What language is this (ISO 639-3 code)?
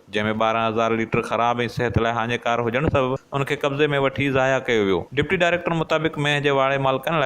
snd